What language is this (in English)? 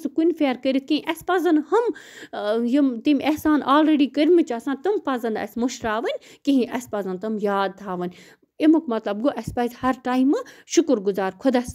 Kashmiri